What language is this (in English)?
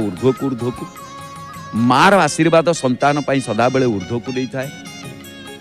Odia